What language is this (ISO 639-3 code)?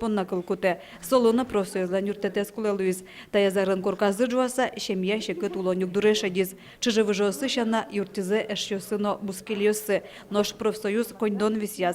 udm